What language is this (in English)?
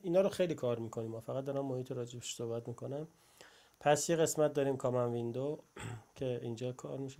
Persian